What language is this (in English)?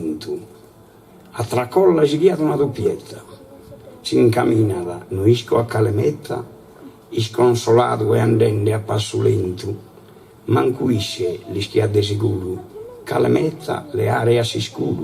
Sardinian